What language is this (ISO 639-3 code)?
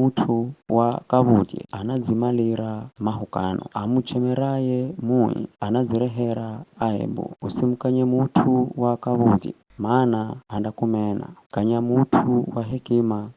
nyf